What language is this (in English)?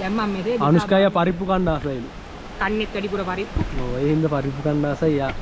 Sinhala